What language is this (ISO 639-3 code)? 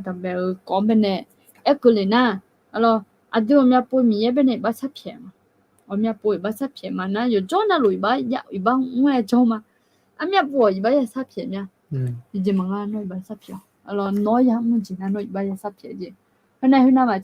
ahk